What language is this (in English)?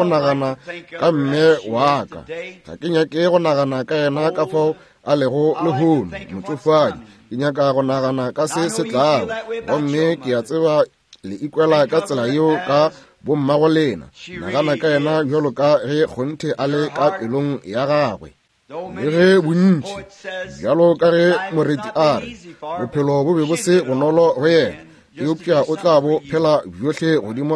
Northern Sotho